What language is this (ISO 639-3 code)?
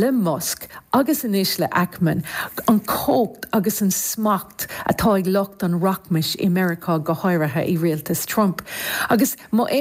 gle